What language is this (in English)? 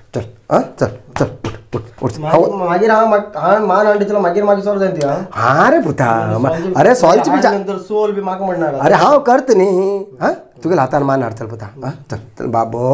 Konkani